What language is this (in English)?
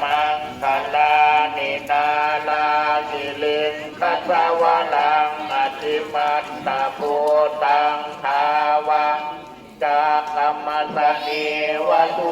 Northeastern Thai